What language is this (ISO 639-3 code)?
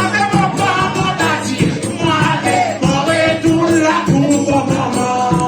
crs